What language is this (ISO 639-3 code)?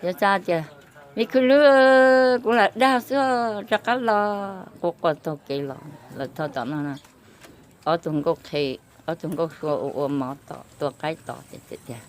hmn